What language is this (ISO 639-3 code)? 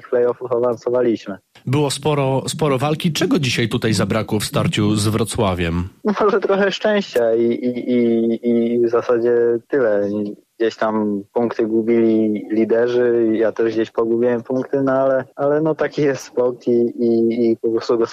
pol